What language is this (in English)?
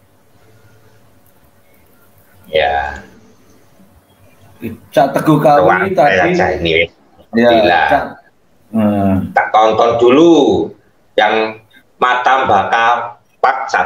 Indonesian